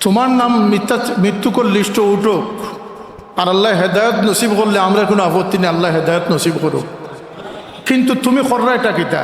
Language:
Sylheti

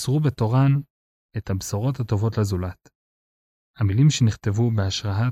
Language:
Hebrew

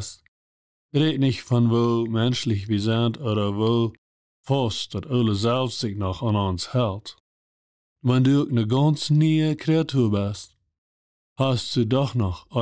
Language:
Plautdietsch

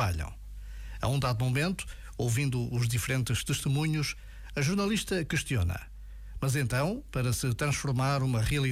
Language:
Portuguese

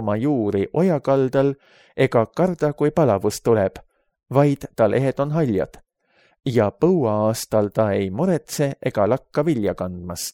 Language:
Estonian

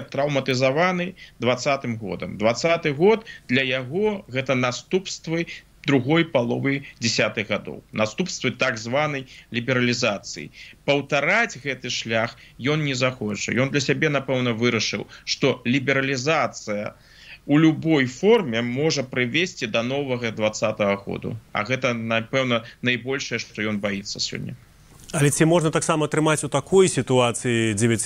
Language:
Belarusian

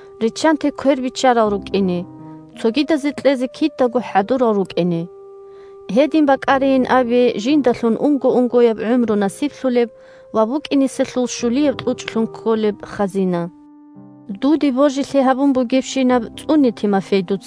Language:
Avaric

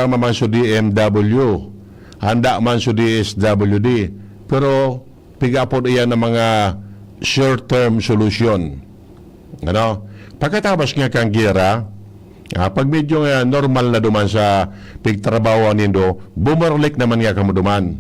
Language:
Bikol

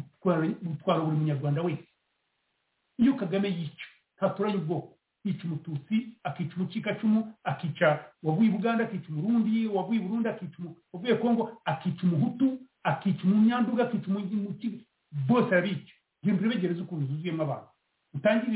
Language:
Kinyarwanda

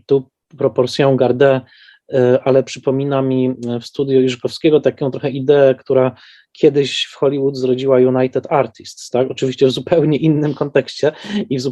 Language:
Polish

